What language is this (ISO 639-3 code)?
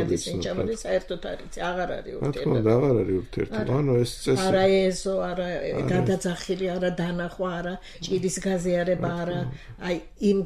kat